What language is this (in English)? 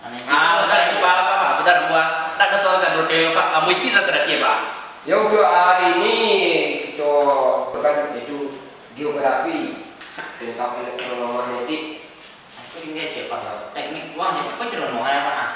Minangkabau